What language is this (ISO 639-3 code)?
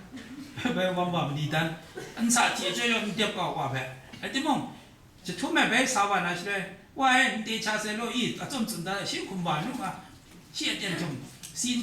kac